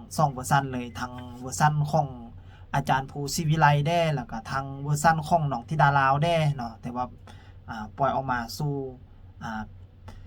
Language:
Lao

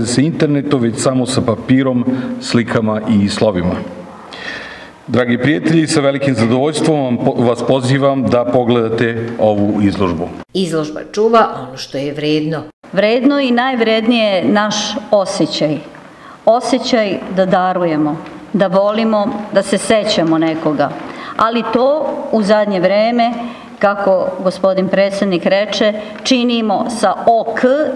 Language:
Serbian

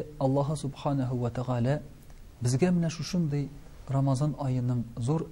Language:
Tatar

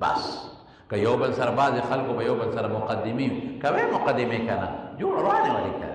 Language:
Pashto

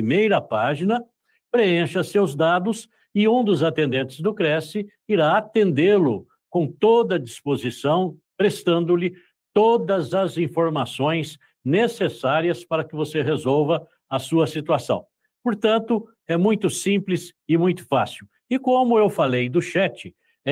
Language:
Portuguese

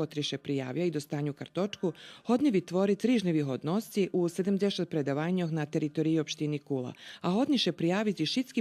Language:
Rusyn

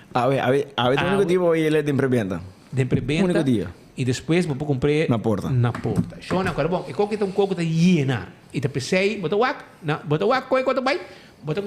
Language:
Papiamento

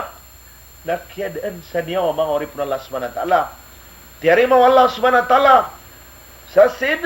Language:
Maranao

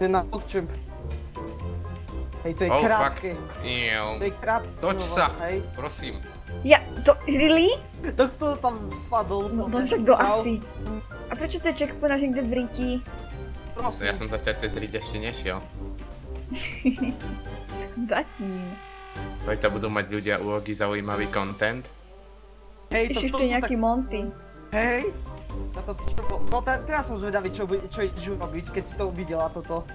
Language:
Slovak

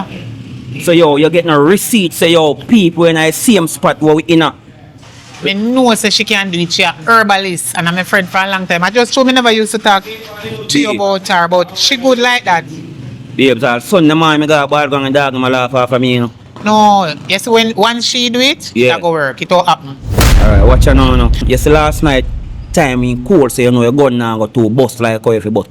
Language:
Jamaican Creole English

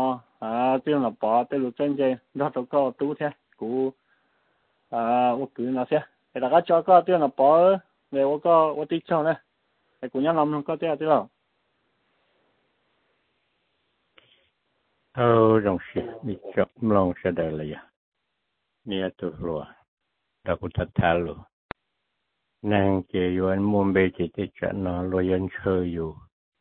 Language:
Vietnamese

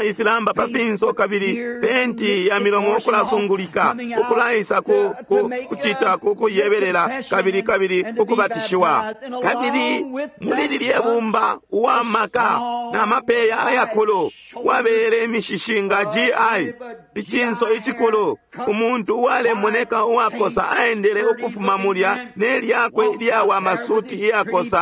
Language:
Bemba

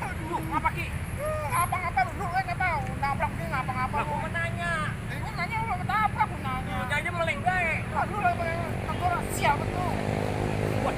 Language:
Betawi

